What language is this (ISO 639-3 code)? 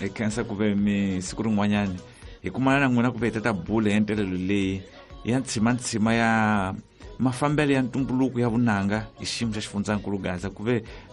tso